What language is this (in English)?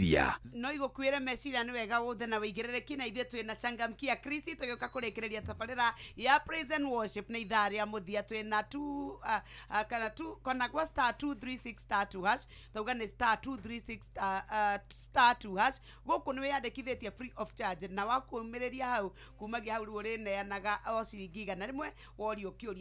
Kikuyu